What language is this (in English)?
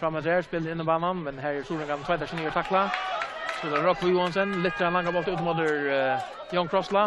Faroese